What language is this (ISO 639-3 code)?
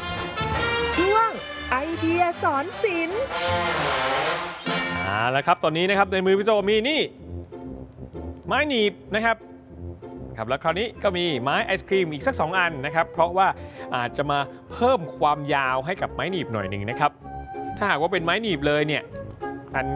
tha